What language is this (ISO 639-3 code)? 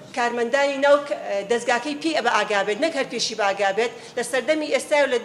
ckb